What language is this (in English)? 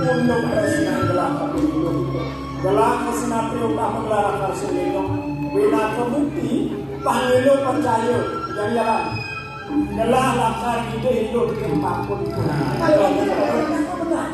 Balinese